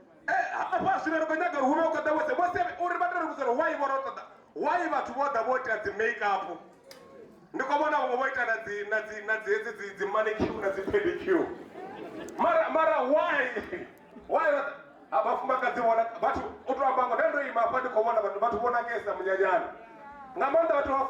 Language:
Venda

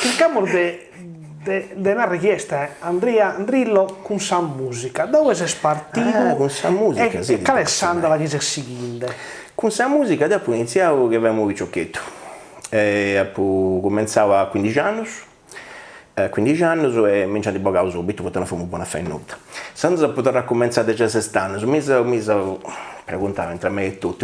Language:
Sardinian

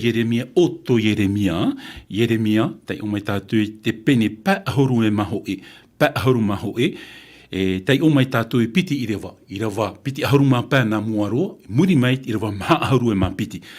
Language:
Tahitian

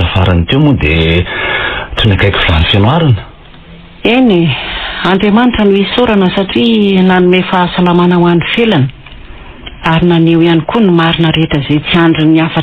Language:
Malagasy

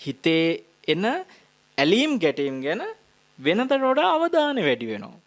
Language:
Sinhala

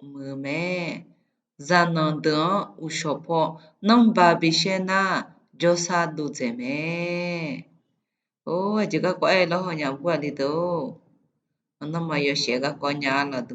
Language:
Akha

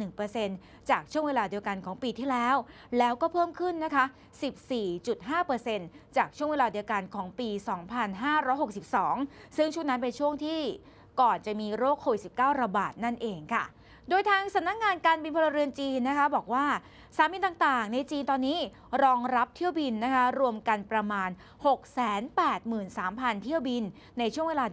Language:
Thai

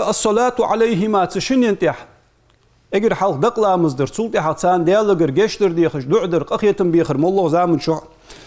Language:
Ingush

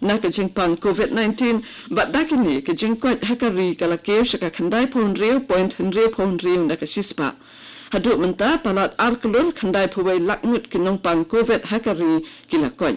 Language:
Khasi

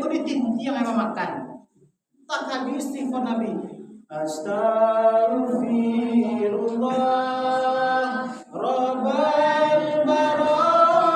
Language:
Minangkabau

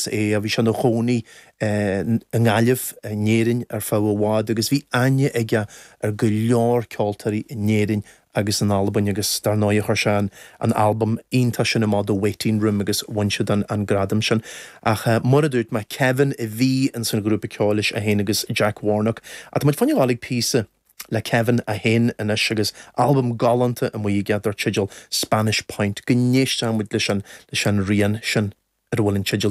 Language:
Irish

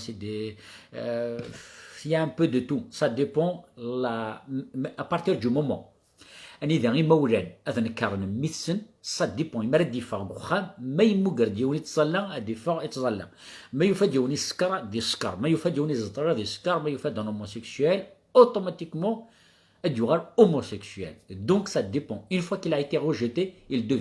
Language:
Kabyle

